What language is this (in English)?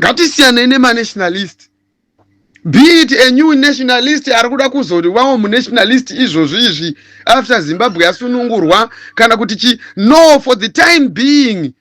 Shona